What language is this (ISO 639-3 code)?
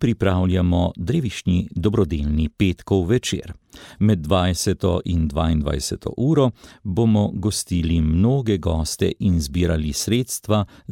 slv